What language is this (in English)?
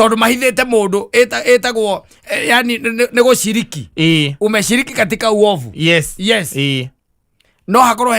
Kikuyu